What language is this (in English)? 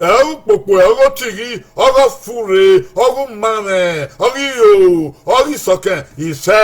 Bini